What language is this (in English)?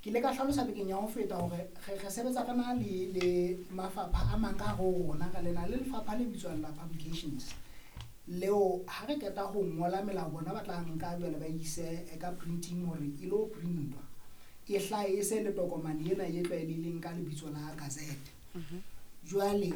Southern Sotho